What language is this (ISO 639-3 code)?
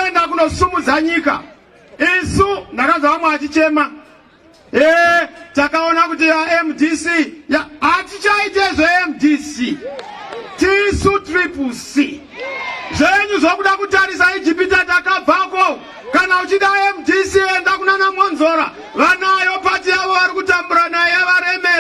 sna